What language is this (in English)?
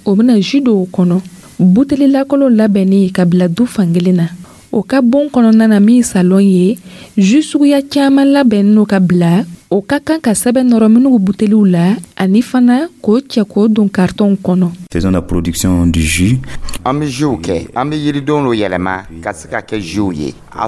Dyula